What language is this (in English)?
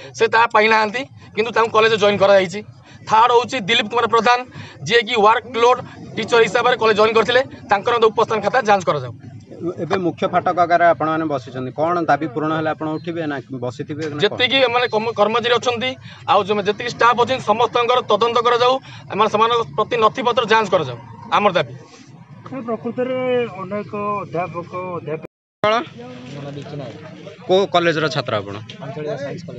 Odia